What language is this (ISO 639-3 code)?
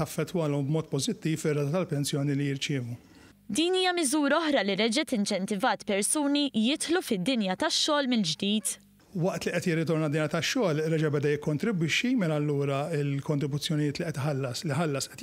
mlt